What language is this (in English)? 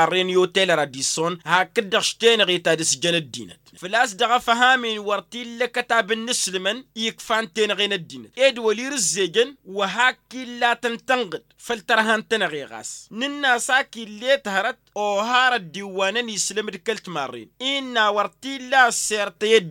Tamasheq